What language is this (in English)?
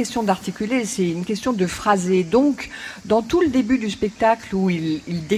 French